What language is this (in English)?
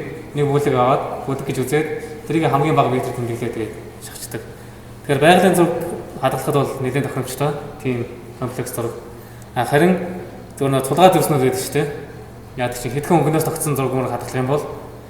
Mongolian